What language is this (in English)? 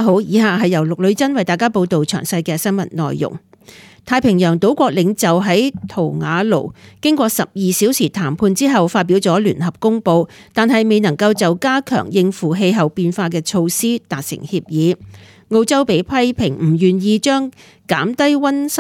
Cantonese